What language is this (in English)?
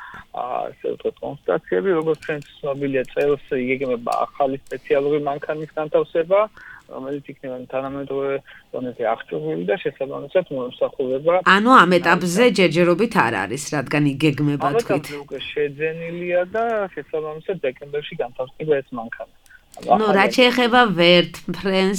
Georgian